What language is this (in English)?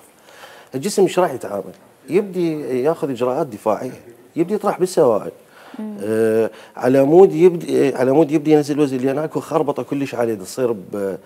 Mesopotamian Arabic